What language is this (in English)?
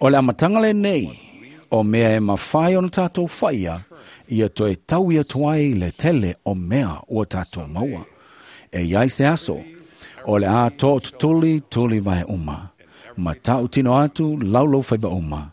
Samoan